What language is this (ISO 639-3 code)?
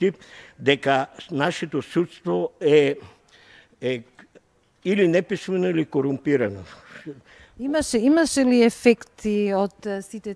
mkd